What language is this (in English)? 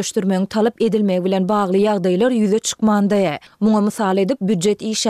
Turkmen